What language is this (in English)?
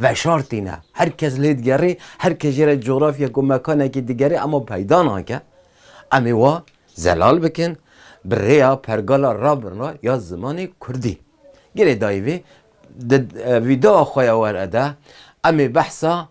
Kurdish